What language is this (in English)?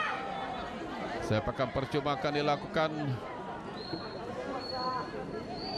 Malay